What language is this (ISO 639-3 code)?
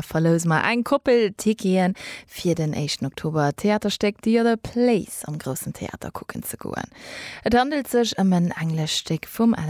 ltz